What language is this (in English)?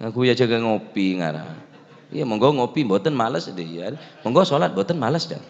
Madurese